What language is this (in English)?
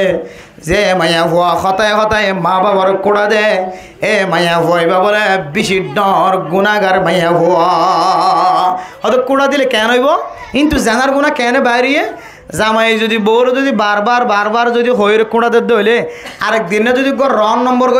Rohingya